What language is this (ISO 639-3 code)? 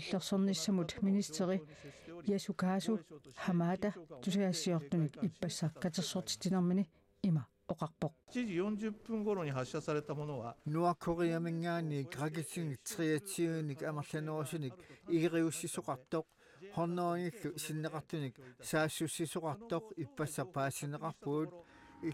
kal